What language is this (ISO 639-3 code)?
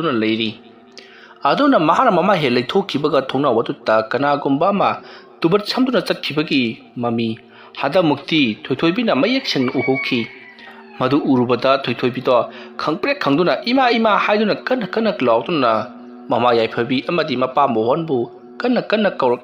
mni